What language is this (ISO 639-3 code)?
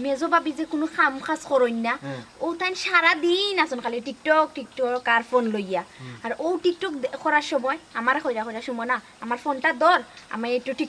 syl